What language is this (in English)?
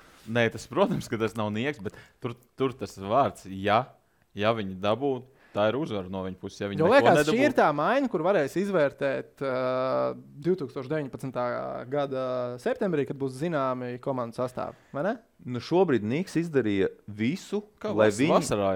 Latvian